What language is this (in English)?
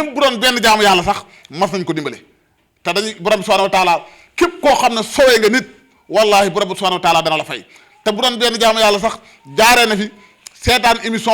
Wolof